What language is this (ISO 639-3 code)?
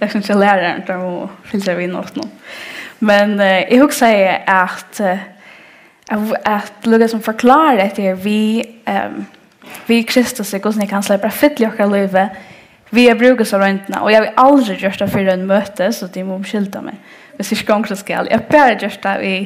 fao